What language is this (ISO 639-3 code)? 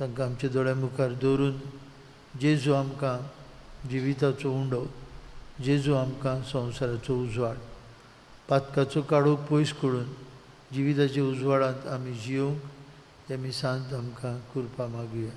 kok